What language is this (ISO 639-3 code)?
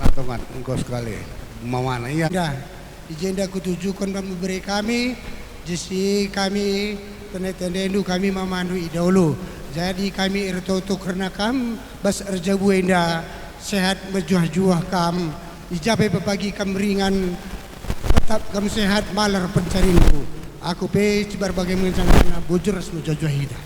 btx